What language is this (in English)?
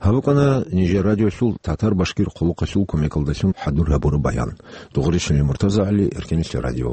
Avaric